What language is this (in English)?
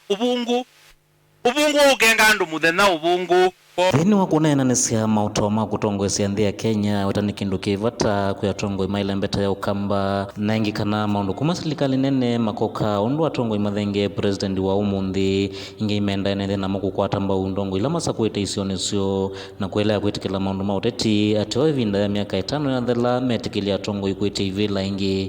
Kamba